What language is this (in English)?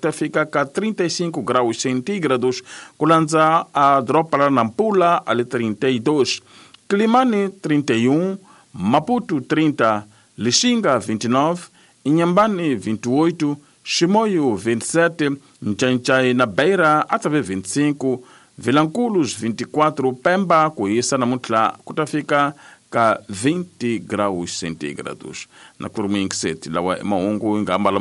Tsonga